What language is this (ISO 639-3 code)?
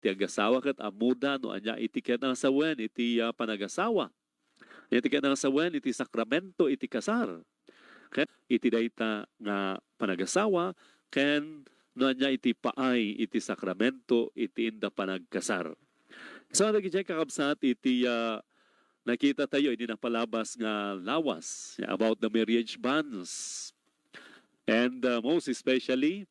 ilo